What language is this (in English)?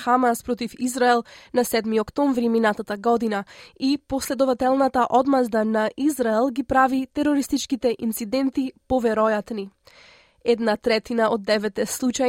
Macedonian